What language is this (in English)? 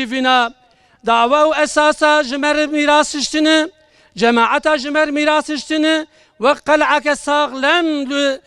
Kurdish